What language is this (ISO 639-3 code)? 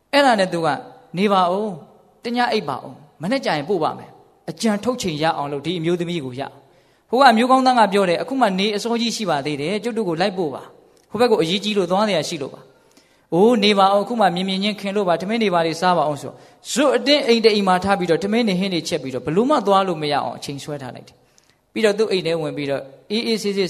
mya